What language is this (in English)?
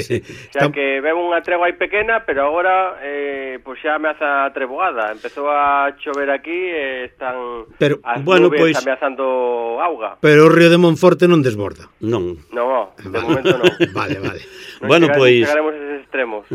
Galician